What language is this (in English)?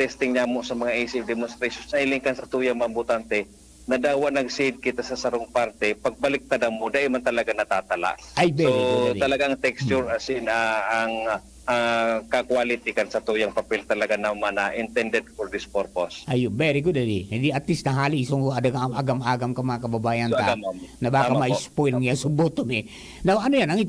Bikol